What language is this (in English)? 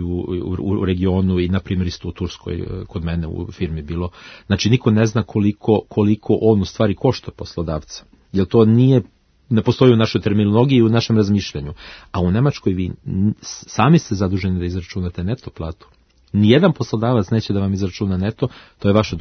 Serbian